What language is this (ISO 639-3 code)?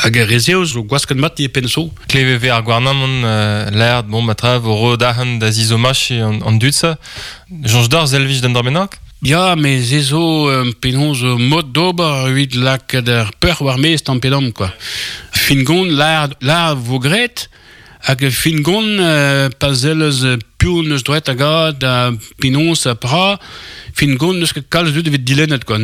bre